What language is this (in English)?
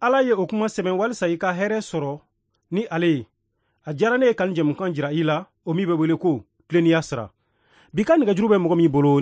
Bambara